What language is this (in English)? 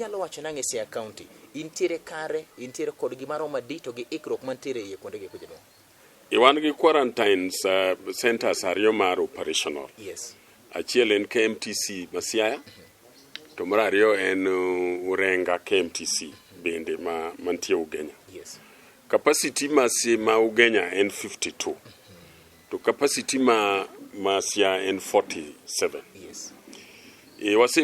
Luo (Kenya and Tanzania)